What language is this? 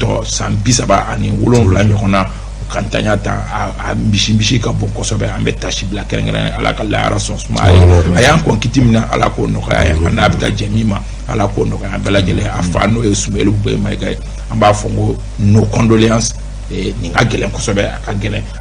Bambara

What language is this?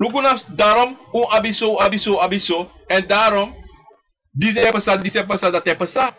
Sranan Tongo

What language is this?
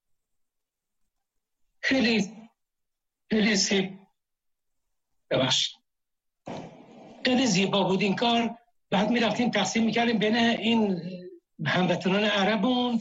Persian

